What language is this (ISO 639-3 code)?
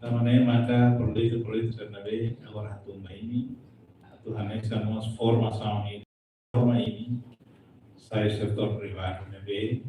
tet